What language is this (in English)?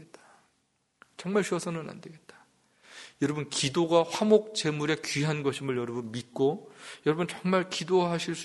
Korean